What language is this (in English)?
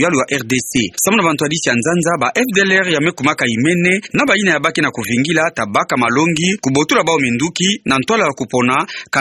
Kituba (Democratic Republic of Congo)